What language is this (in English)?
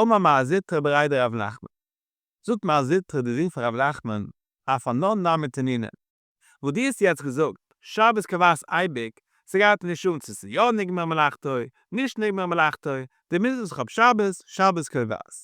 Yiddish